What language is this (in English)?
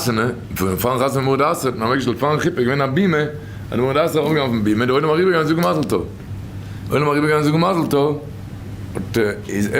Yiddish